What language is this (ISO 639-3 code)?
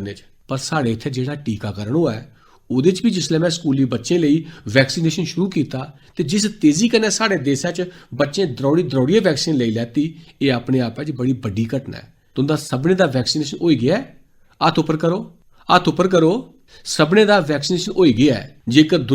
doi